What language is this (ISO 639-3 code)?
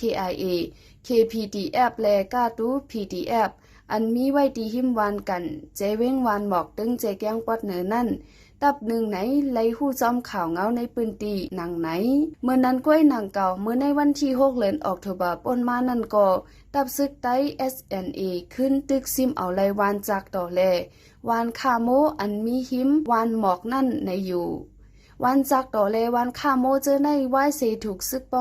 shn